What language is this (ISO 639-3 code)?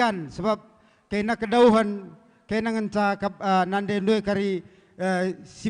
btx